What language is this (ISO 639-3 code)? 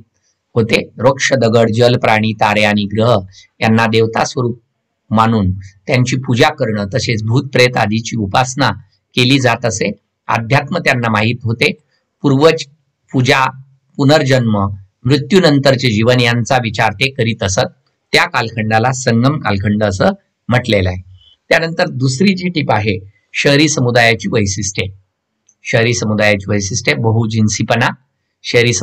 mar